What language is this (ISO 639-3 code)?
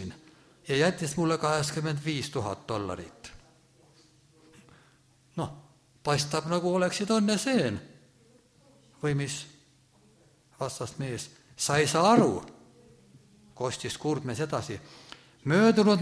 est